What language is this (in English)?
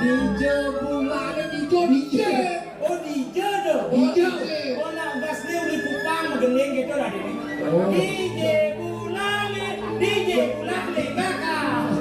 Balinese